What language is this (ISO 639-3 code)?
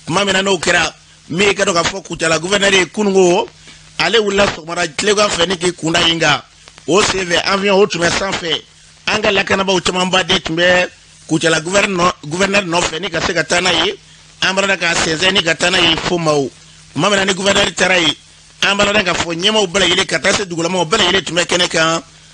bam